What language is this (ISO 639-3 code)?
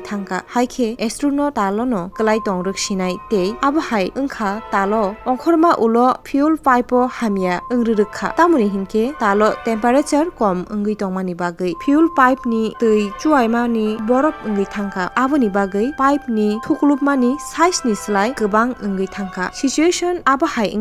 trp